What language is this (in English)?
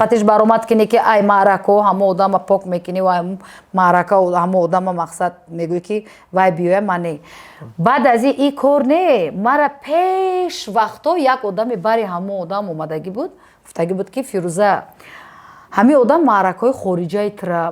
Tajik